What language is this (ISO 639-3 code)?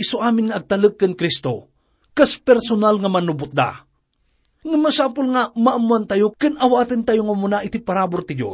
ilo